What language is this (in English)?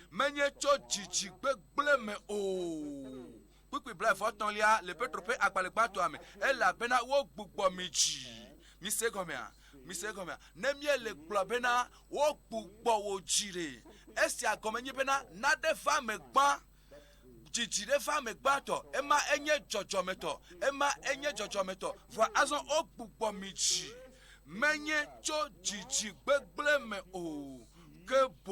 Ewe